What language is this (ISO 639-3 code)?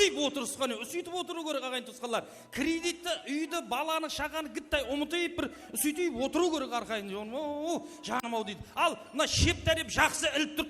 kaa